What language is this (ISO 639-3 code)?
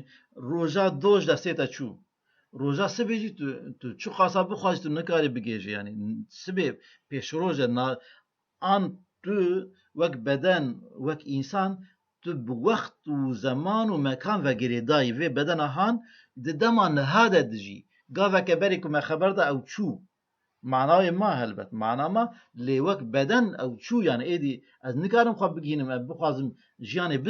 kur